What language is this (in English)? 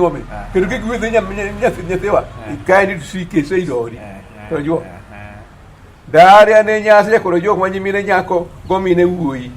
Luo (Kenya and Tanzania)